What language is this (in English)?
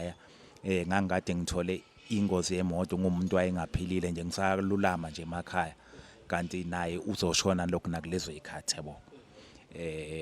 Zulu